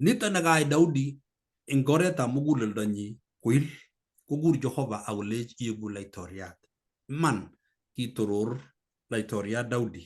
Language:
Kalenjin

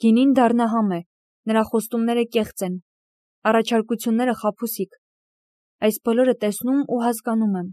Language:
Armenian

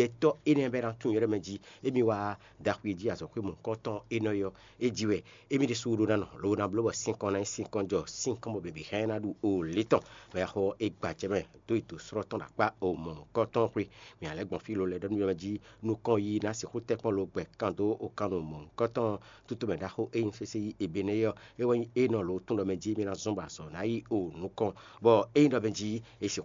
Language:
Fon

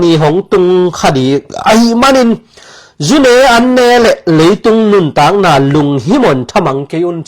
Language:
Tedim Chin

